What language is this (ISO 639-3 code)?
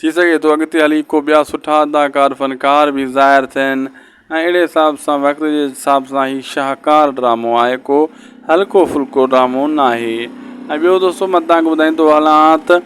snd